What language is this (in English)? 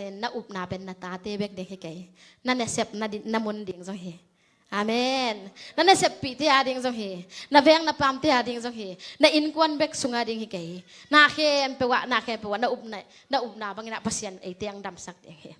Tedim Chin